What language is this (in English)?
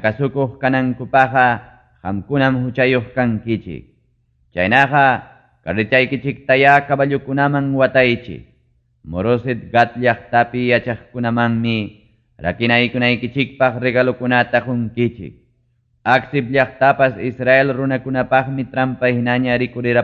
Ayacucho Quechua